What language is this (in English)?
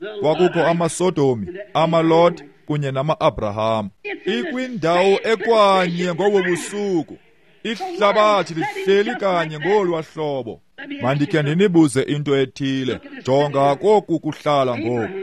Xhosa